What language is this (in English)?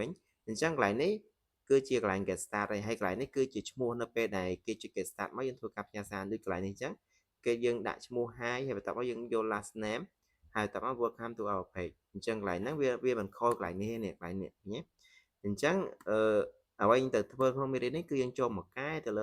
Khmer